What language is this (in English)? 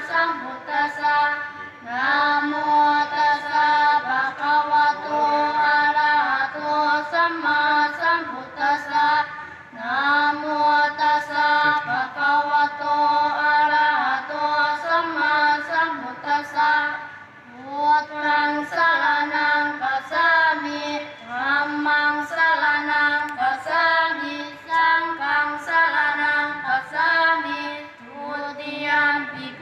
Pali